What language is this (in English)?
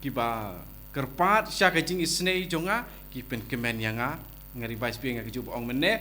Khasi